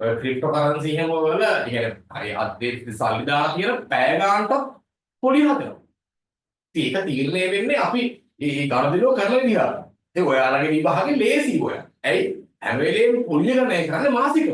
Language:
Sinhala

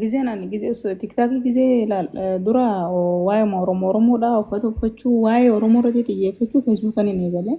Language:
Oromo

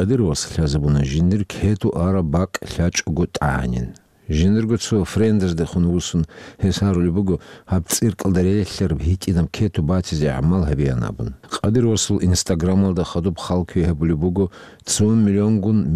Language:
Avaric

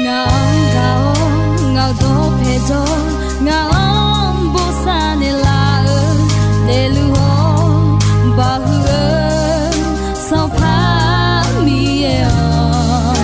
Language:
Akha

